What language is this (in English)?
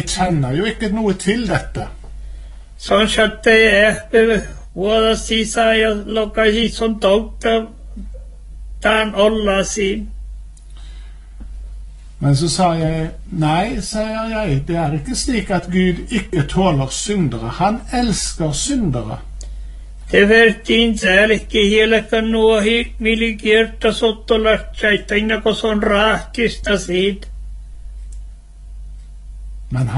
Norwegian